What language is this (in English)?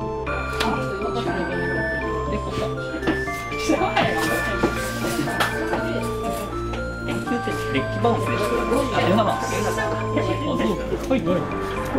Japanese